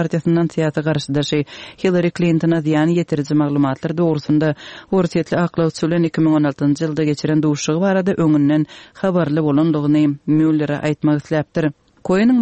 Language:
Turkmen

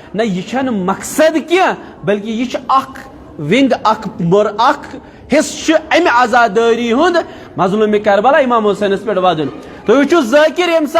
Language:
Kashmiri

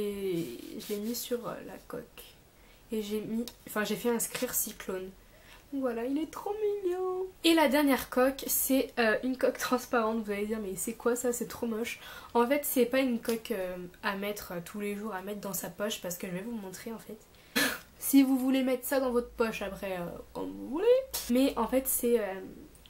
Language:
French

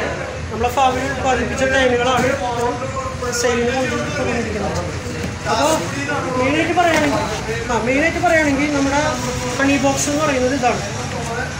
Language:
Malayalam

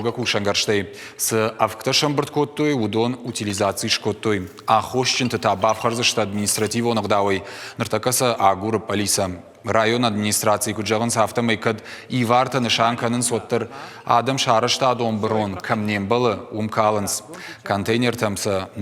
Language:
Ossetic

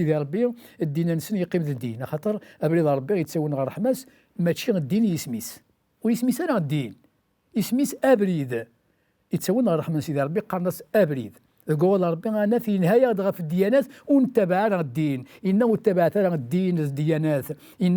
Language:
Kabyle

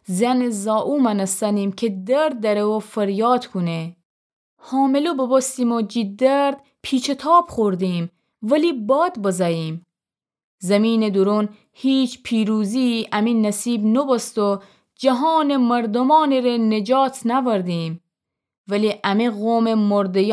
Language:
Gilaki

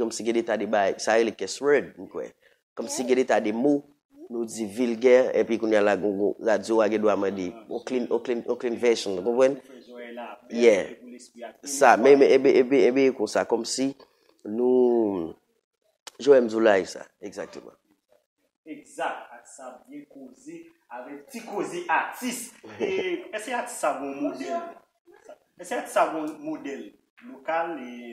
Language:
Haitian Creole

